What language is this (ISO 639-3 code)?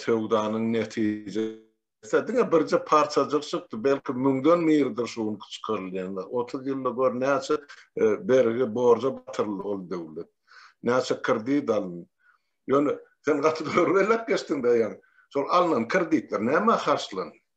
tuk